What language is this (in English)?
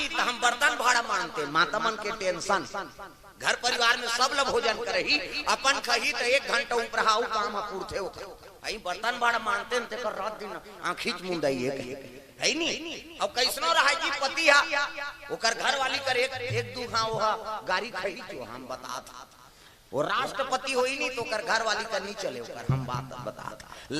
Chhattisgarhi